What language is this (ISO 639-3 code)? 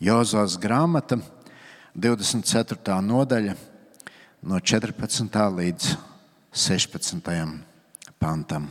lav